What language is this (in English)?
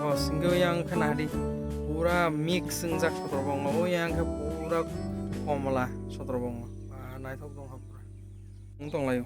Kok Borok